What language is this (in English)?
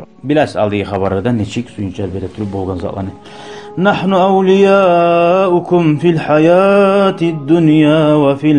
Kumyk